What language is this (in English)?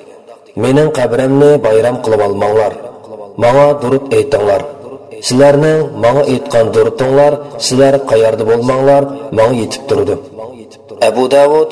Uyghur